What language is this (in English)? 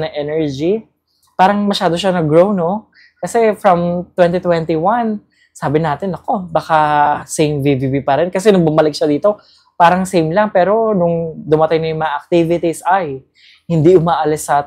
Filipino